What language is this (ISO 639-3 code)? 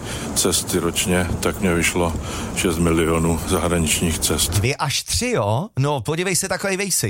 ces